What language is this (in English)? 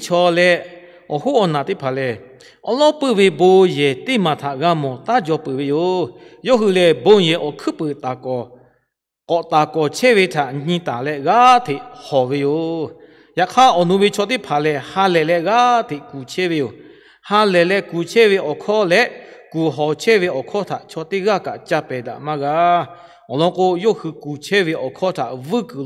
Lahu